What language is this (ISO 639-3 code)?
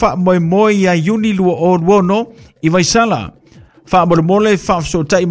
smo